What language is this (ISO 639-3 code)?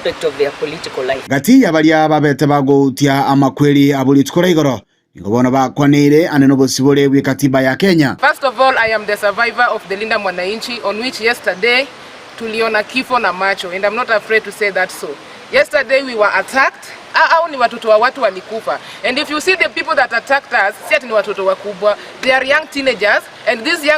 guz